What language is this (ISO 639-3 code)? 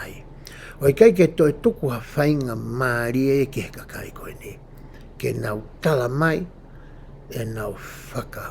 ton